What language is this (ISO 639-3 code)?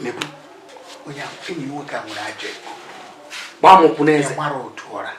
ibo